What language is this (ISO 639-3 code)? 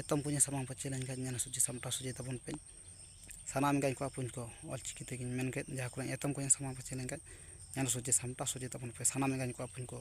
sat